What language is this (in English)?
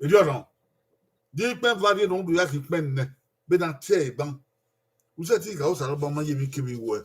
Bini